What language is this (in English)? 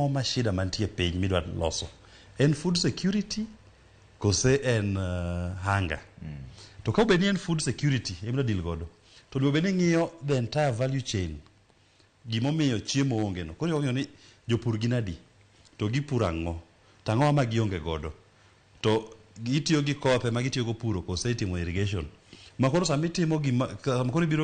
Luo (Kenya and Tanzania)